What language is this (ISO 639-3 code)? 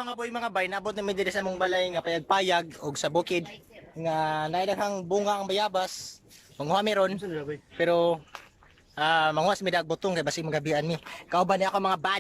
ceb